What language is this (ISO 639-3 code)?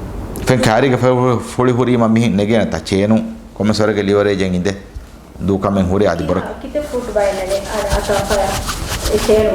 div